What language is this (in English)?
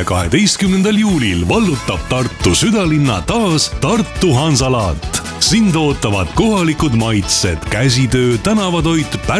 Estonian